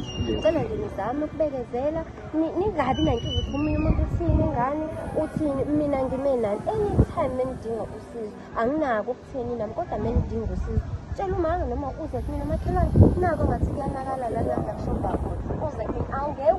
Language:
Zulu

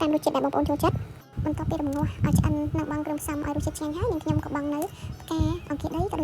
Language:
Khmer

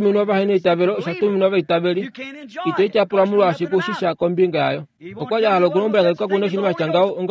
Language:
Kuanyama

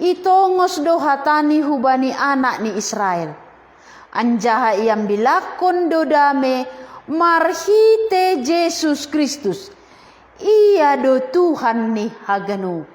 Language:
Batak Simalungun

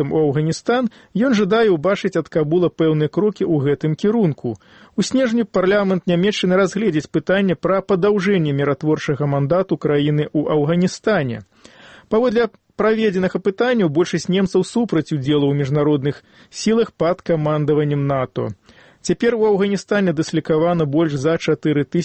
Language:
Belarusian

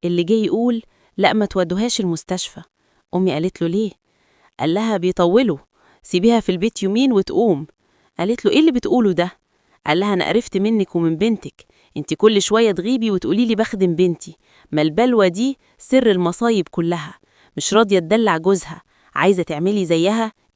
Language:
Egyptian Arabic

